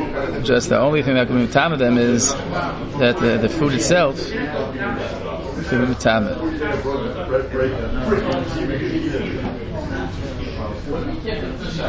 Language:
English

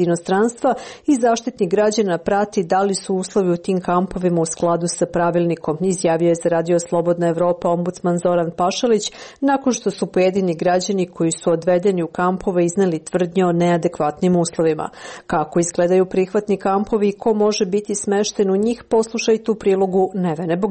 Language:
Serbian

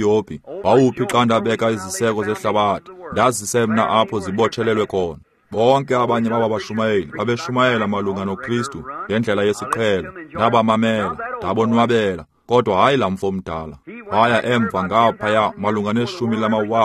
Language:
Xhosa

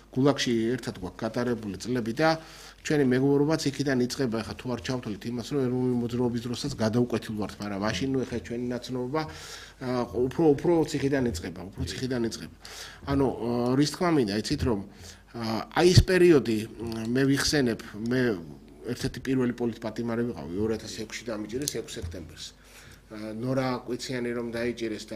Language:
Georgian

